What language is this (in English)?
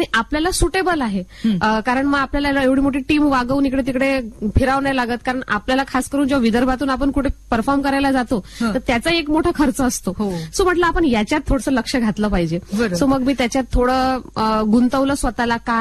Marathi